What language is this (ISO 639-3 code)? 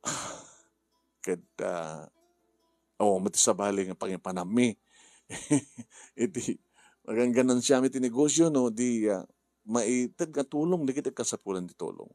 ilo